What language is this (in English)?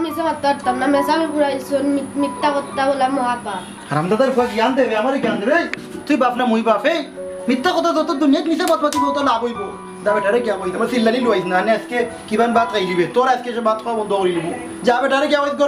Sylheti